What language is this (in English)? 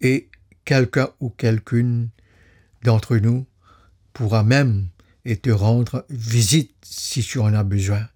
Morisyen